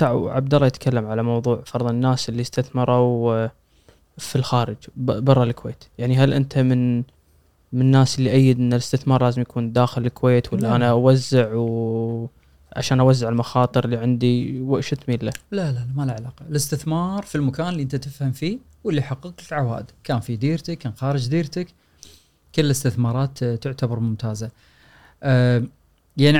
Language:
Gulf Arabic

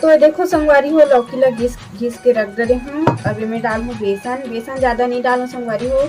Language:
Chhattisgarhi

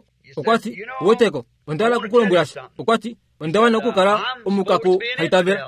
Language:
Kuanyama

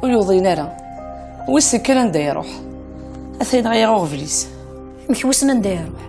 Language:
Kabyle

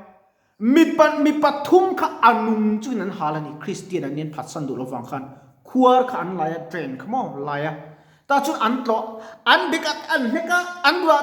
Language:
Mizo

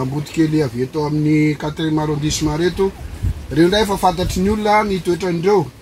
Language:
Malagasy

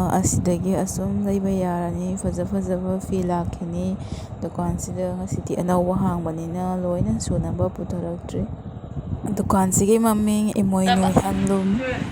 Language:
Manipuri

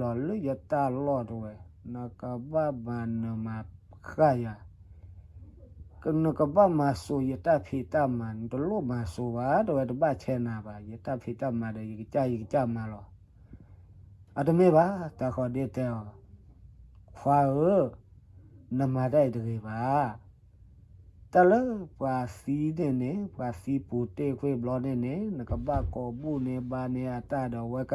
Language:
S'gaw Karen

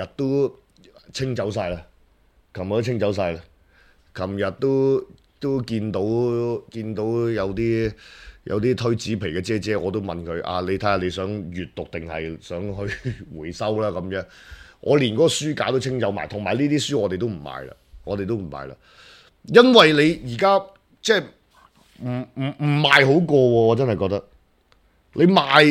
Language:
Cantonese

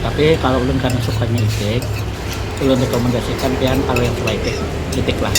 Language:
Banjar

